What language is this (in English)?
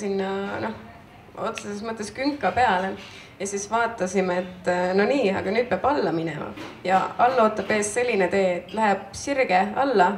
Estonian